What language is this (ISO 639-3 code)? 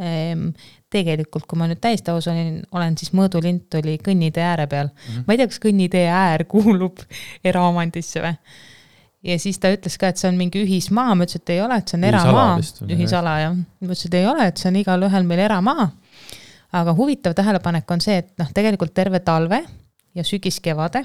est